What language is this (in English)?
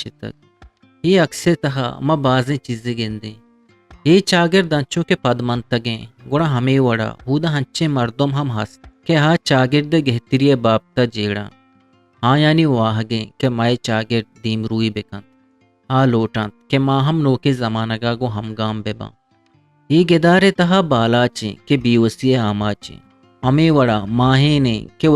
Eastern Balochi